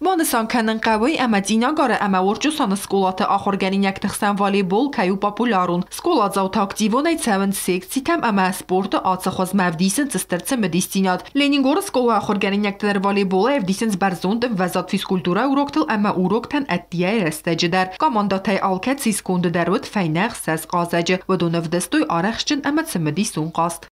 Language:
Ossetic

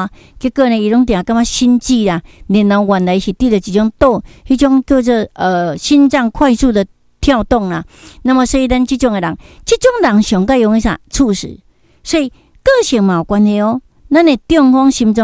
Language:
Min Nan Chinese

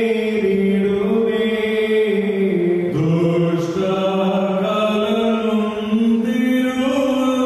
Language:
Malayalam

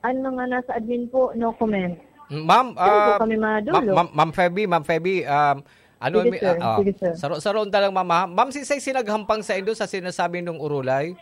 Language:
Bikol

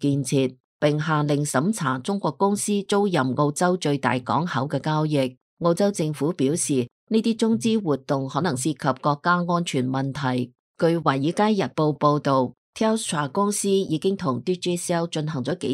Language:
Cantonese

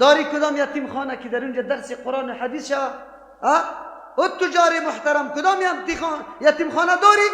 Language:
Persian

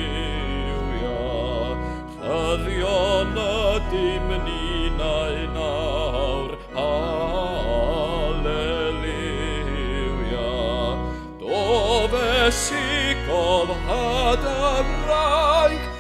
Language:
Welsh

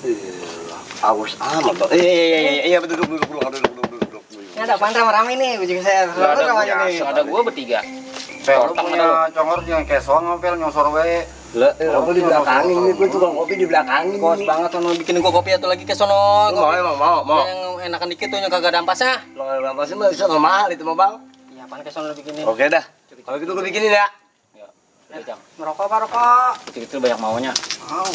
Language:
Betawi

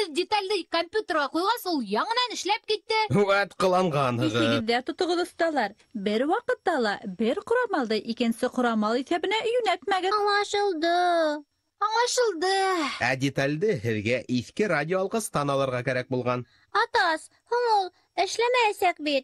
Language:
Bashkir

